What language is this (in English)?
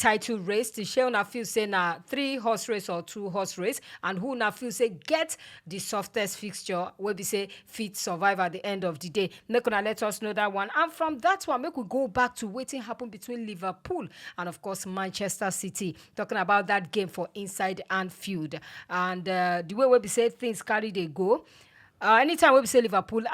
Nigerian Pidgin